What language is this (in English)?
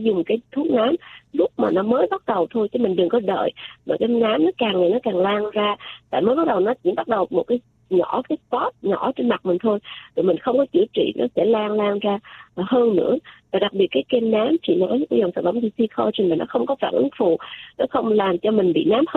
Vietnamese